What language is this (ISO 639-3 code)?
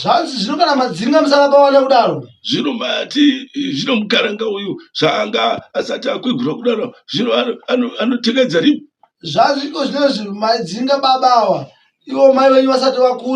sna